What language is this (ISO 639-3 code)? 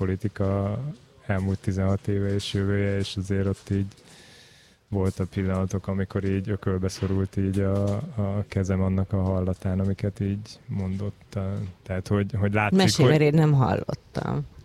hun